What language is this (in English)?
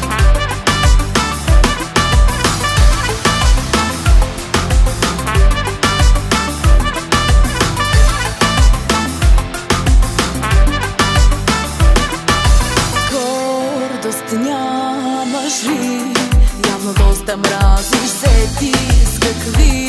Bulgarian